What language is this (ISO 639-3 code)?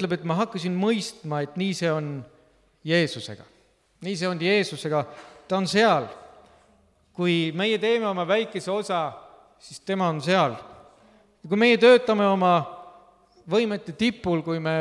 est